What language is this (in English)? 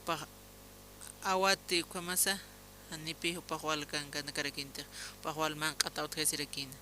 Aymara